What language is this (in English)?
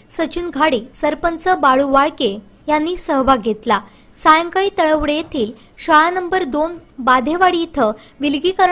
Marathi